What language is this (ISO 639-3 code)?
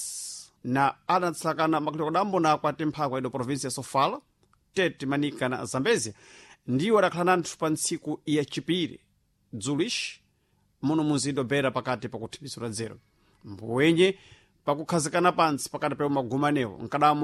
seh